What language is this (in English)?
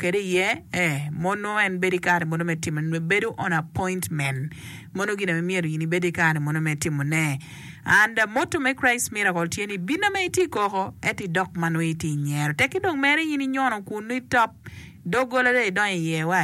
Acoli